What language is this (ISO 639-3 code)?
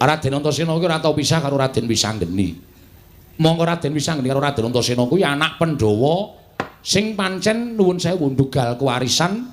jav